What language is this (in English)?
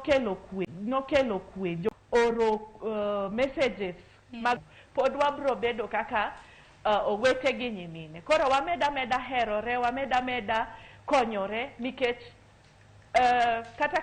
Luo (Kenya and Tanzania)